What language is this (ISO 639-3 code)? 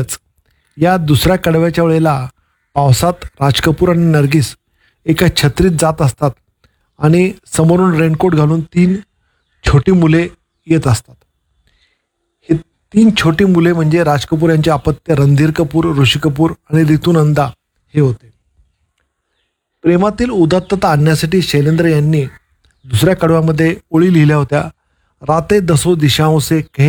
mar